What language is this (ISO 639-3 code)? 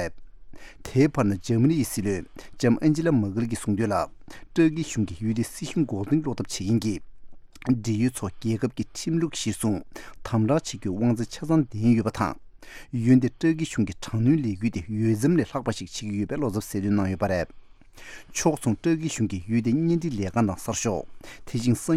bod